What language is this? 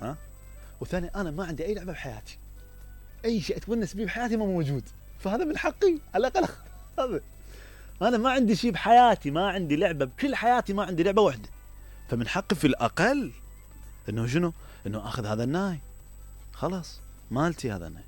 Mesopotamian Arabic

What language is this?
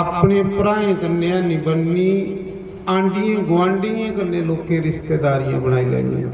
Dogri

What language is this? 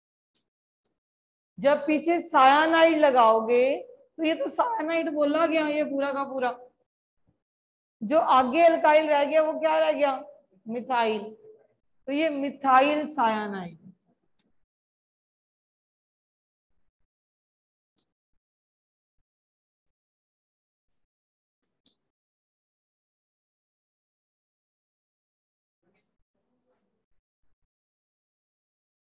Hindi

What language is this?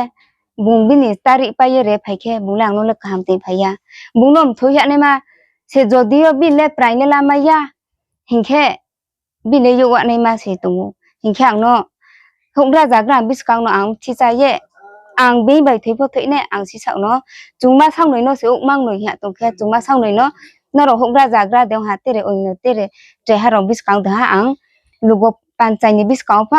Riang (India)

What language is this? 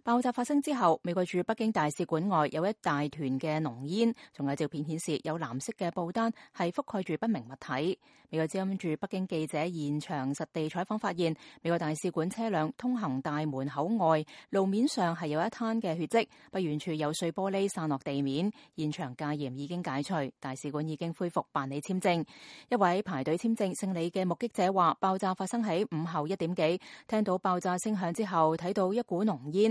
Cantonese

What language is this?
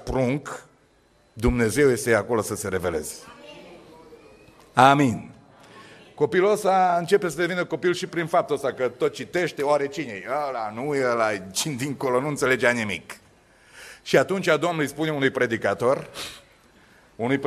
Romanian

